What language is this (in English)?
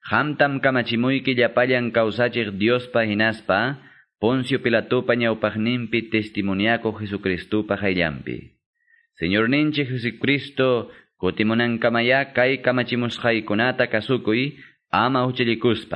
Quechua